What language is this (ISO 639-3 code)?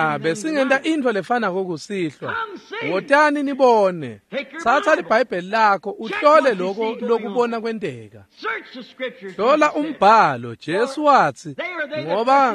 ssw